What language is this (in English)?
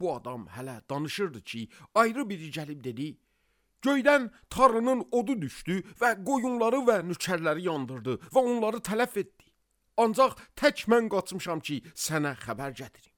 Azerbaijani